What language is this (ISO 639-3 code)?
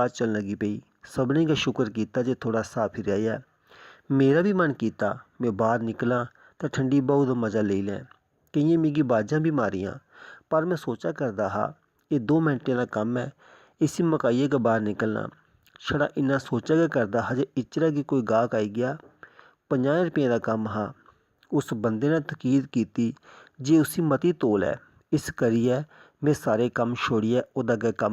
doi